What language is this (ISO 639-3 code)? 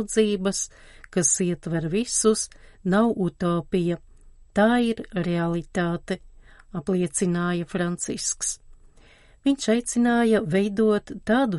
lav